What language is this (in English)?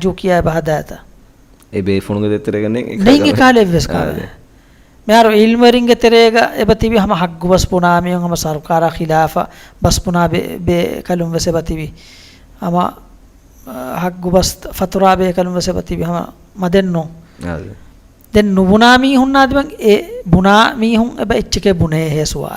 Divehi